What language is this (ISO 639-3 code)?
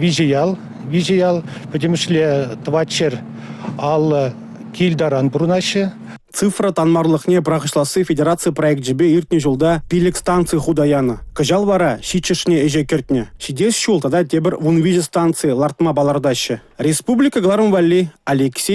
chv